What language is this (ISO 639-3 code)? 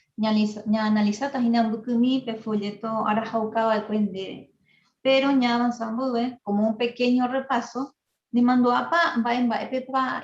grn